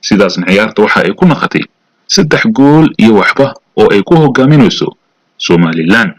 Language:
Somali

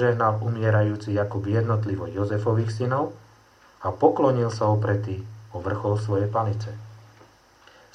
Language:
Slovak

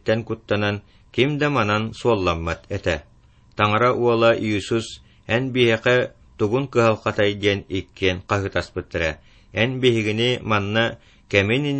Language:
Yakut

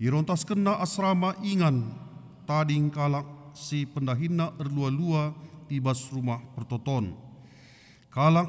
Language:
Batak Karo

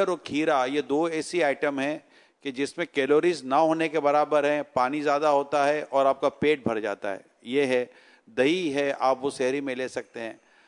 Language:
Urdu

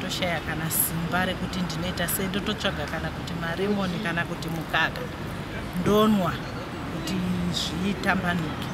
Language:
Shona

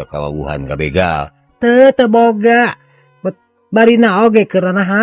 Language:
Sundanese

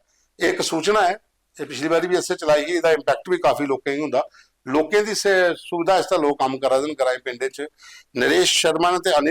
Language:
Dogri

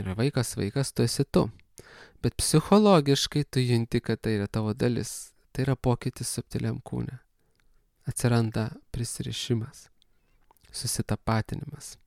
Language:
Lithuanian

